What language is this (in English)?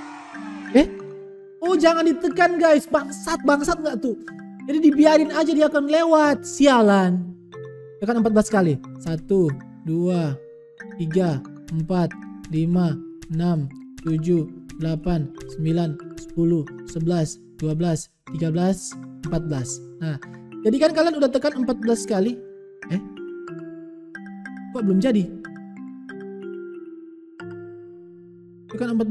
Indonesian